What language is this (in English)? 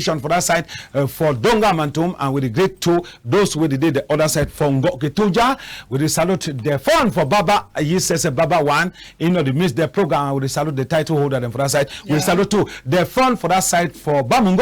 Cameroon Pidgin